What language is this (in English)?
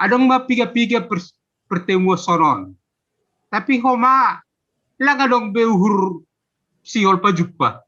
Batak Simalungun